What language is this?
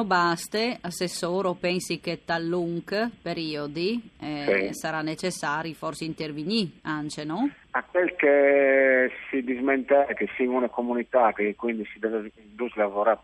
Friulian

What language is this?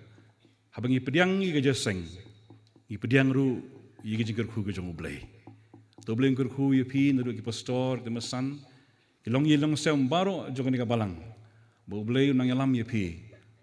Khasi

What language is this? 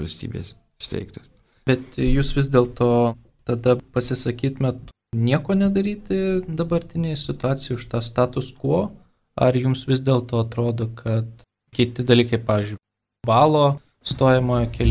Lithuanian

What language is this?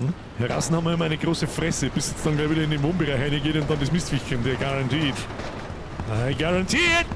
Bavarian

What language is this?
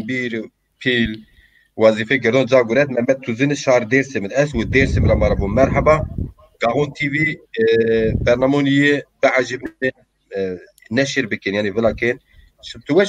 Zaza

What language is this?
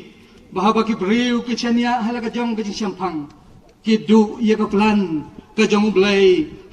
Khasi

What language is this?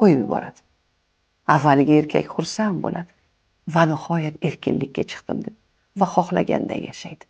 Uzbek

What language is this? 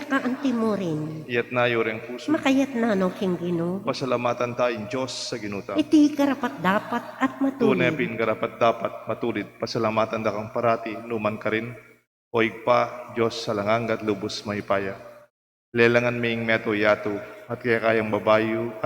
Pampanga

